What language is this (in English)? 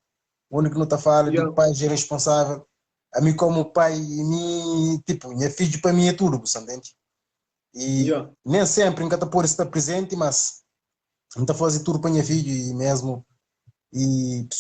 Kabuverdianu